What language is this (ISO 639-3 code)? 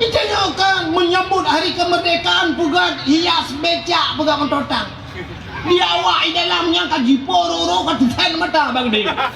ace